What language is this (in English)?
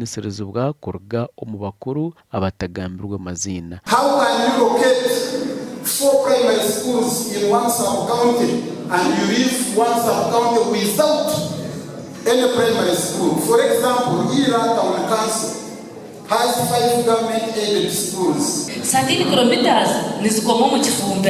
Nyankole